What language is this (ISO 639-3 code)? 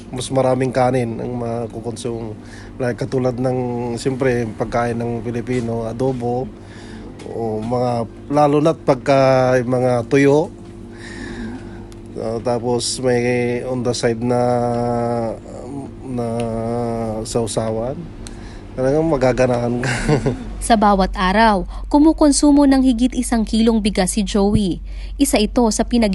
fil